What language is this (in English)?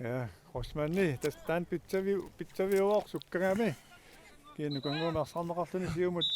Kalaallisut